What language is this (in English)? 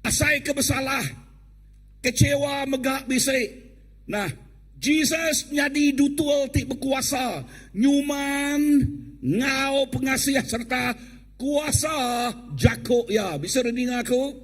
Iban